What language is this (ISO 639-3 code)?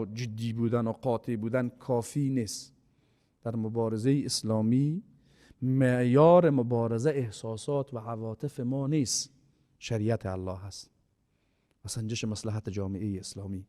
fas